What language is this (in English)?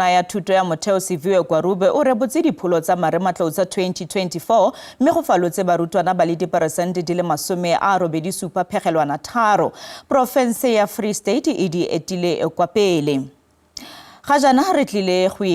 Tswana